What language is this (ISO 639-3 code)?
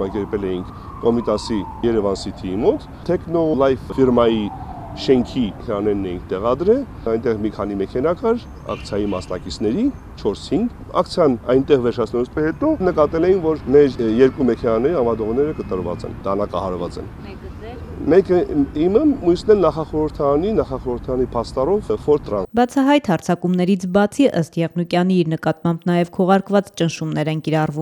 hye